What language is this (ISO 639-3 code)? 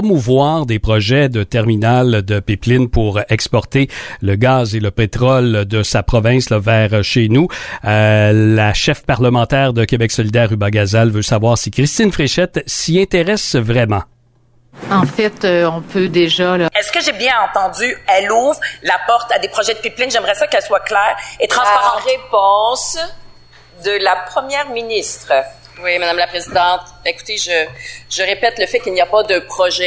fra